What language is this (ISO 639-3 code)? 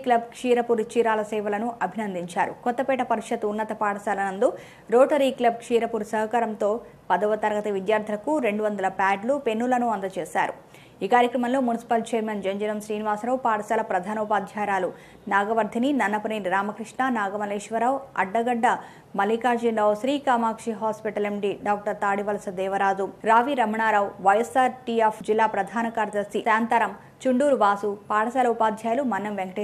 tel